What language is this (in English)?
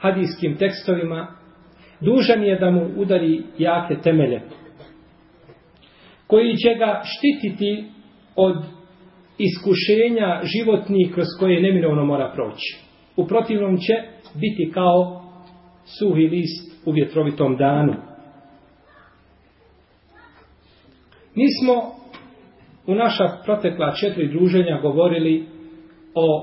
Bosnian